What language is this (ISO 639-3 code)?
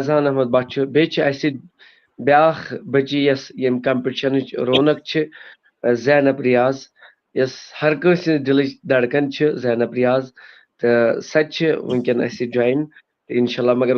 kas